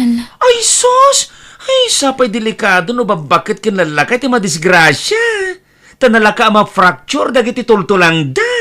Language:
Iloko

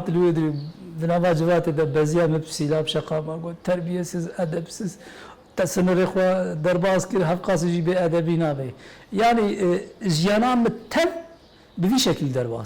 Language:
Kurdish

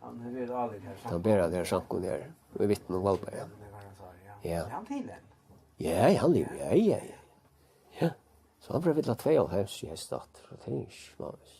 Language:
Faroese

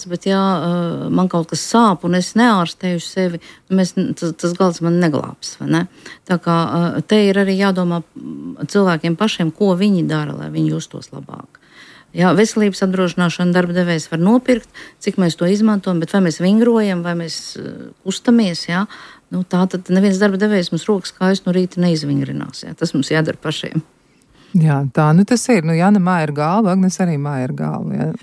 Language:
Latvian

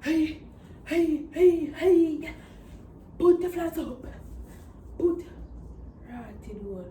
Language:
Jamaican Creole English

